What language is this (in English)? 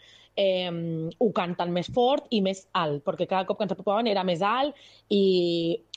Catalan